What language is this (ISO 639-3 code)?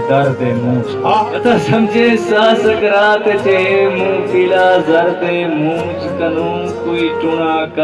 skr